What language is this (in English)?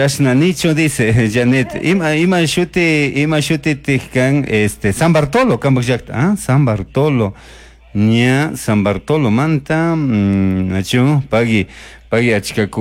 Chimborazo Highland Quichua